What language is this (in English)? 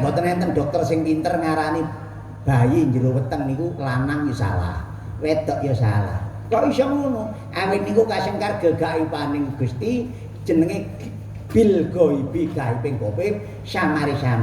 Javanese